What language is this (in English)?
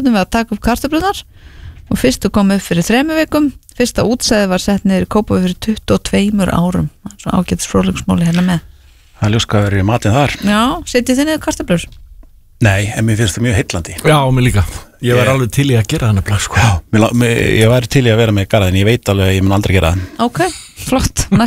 Icelandic